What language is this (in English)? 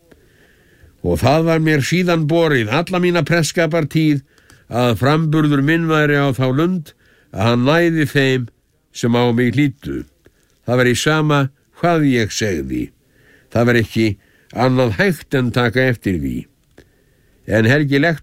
Icelandic